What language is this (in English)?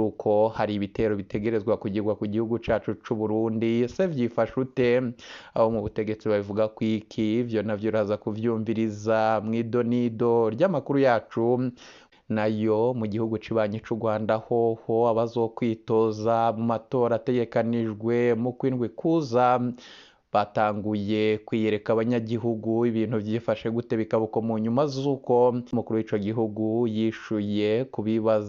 Rundi